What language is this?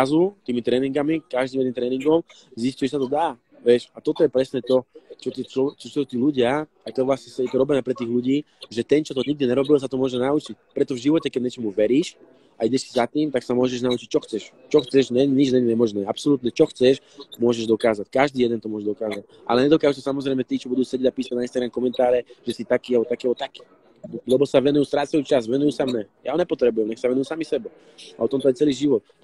Slovak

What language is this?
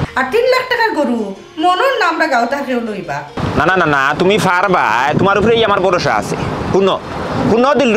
Sylheti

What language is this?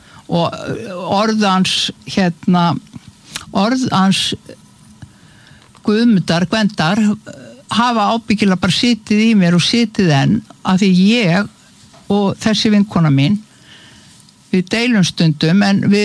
Icelandic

